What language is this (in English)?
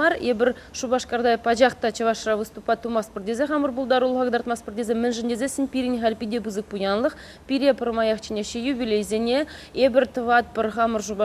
Chuvash